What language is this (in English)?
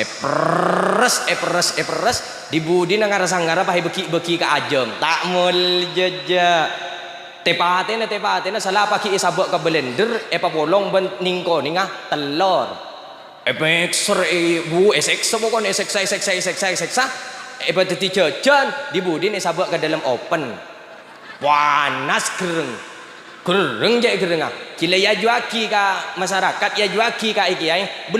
Madurese